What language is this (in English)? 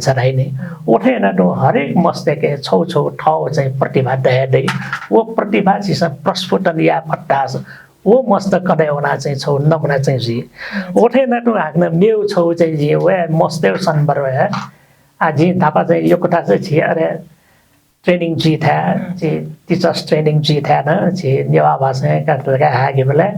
Newari